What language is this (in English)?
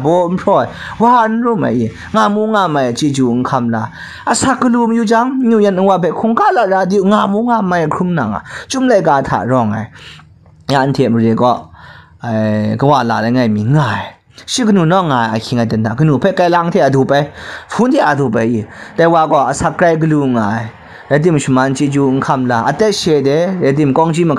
Kachin